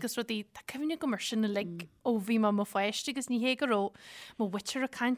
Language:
Irish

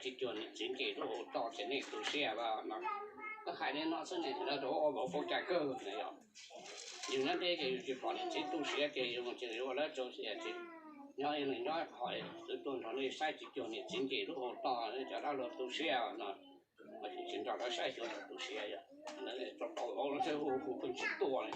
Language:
Hmong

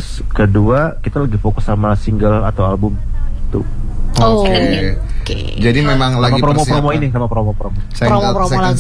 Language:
Indonesian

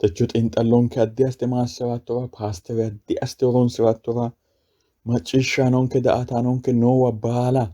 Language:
Sidamo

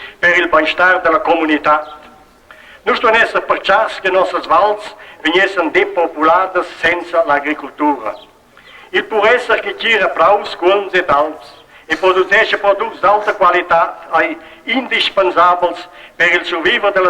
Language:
Romansh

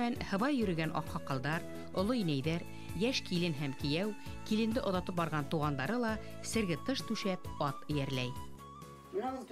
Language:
Bashkir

